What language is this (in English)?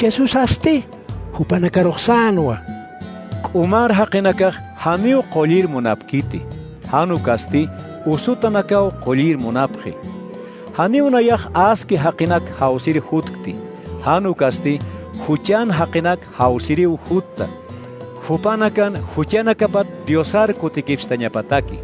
Aymara